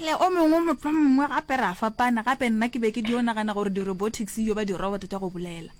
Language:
Northern Sotho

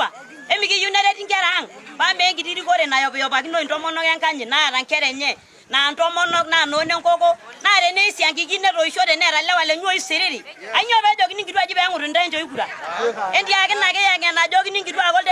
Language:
Masai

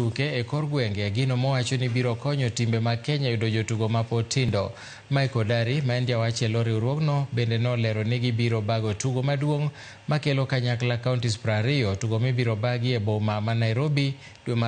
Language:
Luo (Kenya and Tanzania)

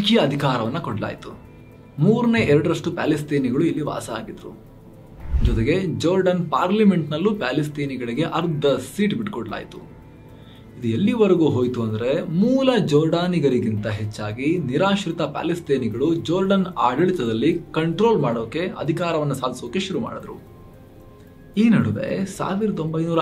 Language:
Kannada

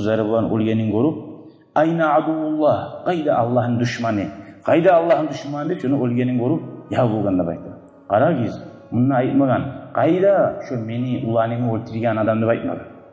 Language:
Kumyk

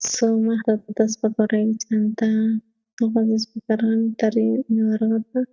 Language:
South Bolivian Quechua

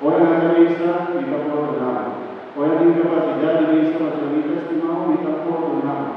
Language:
Papiamento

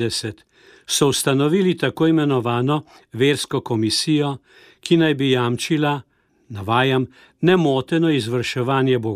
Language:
Slovenian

